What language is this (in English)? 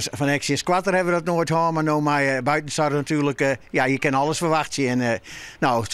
Western Frisian